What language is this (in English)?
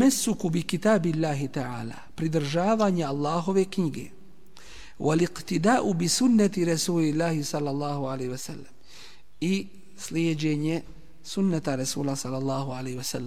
Bosnian